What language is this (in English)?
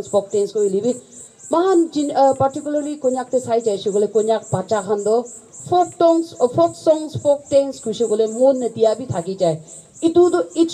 Naga Pidgin